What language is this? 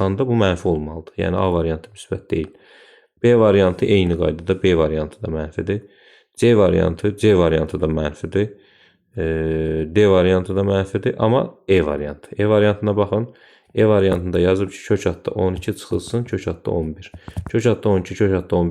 Azerbaijani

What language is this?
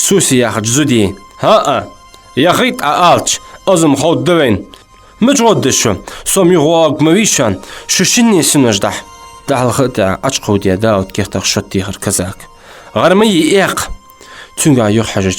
Ingush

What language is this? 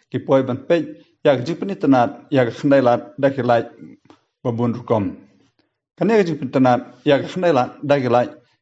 Khasi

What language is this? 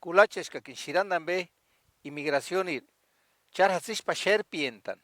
Purepecha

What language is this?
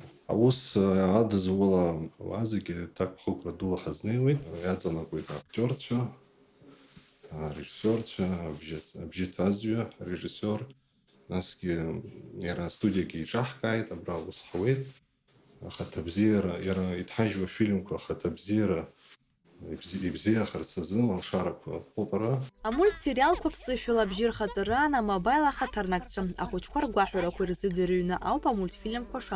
Abkhazian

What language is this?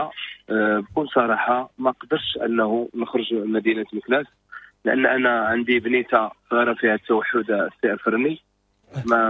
Moroccan Arabic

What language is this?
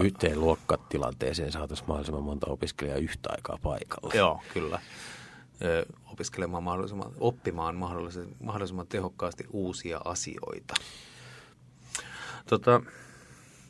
Finnish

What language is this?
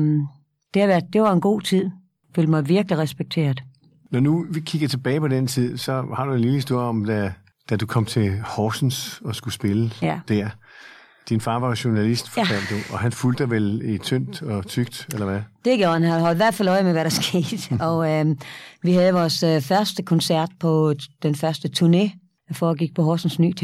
Danish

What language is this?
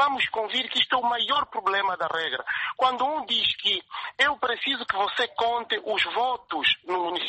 Portuguese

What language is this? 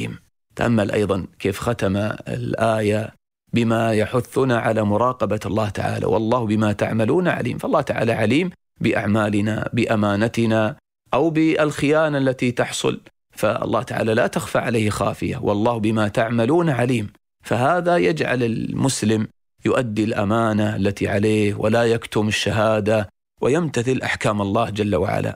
Arabic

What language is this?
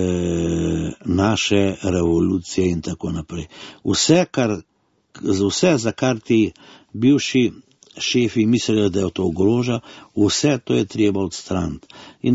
Slovenian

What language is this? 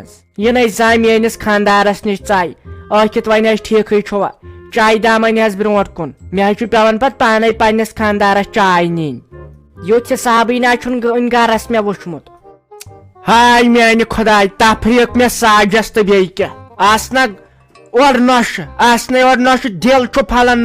Kashmiri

